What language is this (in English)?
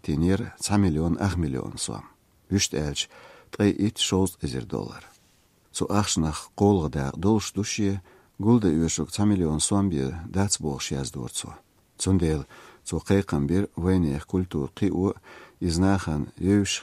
Chechen